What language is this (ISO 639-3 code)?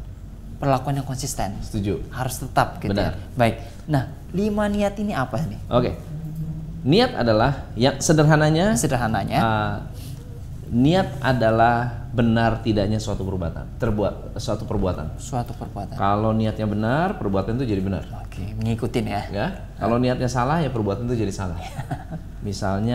ind